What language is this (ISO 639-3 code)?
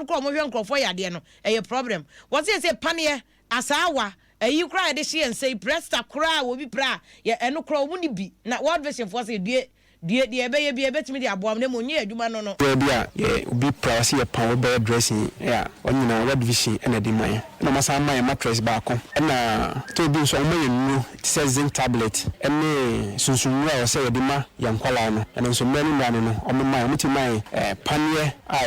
aka